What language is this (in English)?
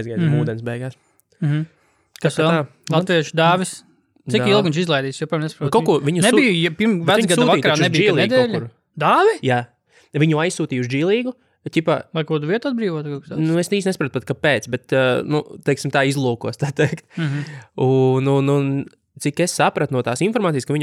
Latvian